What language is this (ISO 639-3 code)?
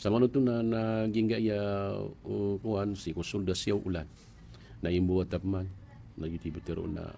mrw